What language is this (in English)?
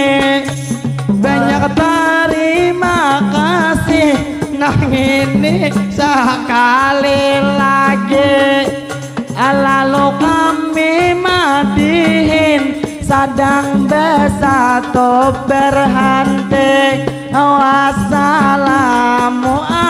Banjar